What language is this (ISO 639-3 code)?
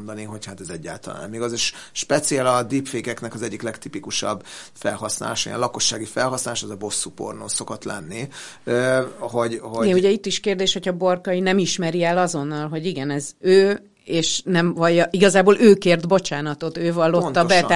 hun